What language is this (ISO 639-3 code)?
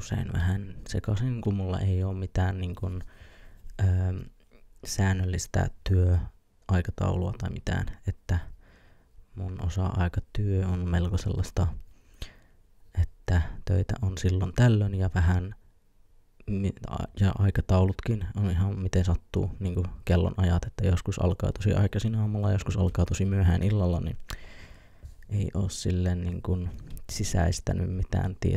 fin